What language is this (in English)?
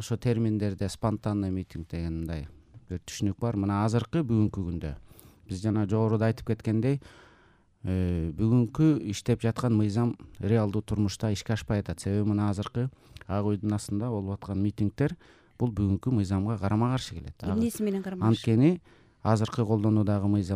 Kyrgyz